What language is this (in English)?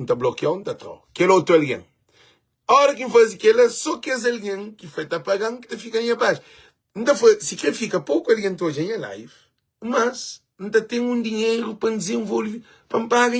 Kabuverdianu